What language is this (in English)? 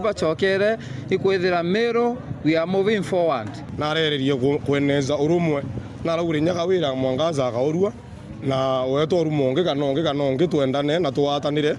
Meru